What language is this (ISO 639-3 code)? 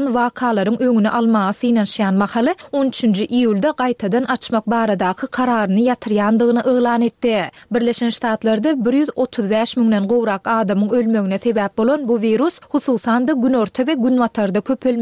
tuk